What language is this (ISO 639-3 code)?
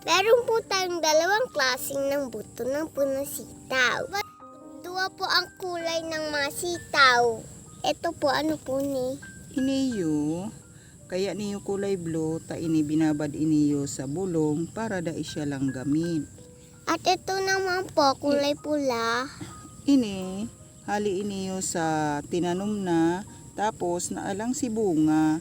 bik